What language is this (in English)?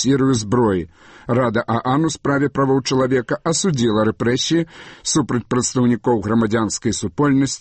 Belarusian